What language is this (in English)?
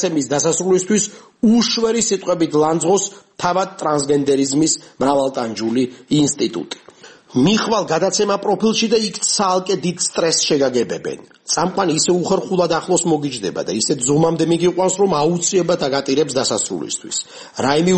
Georgian